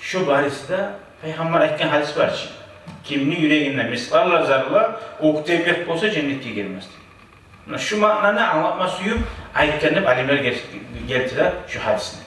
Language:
Kumyk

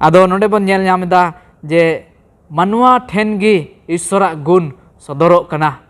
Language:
Santali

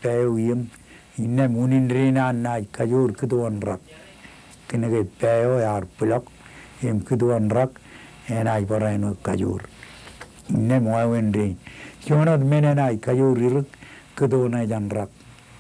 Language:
Marshallese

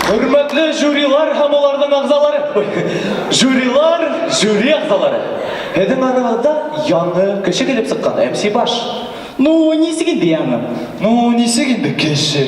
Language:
Bashkir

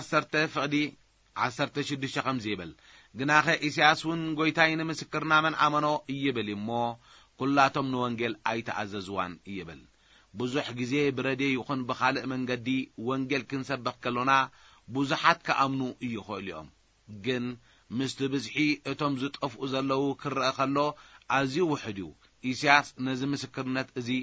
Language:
Tigrinya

